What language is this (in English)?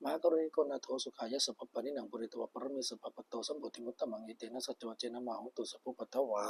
Pali